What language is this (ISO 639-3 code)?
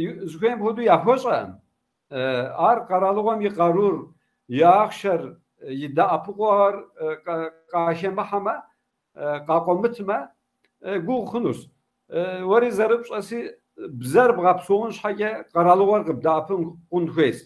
kbd